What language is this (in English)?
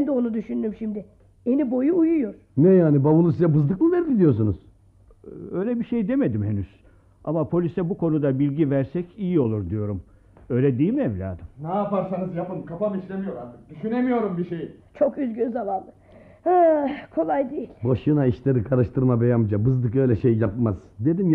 Turkish